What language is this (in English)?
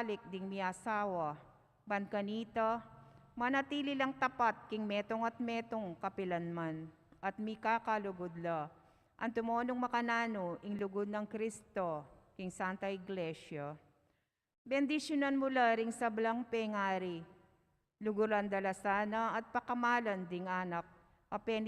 Pampanga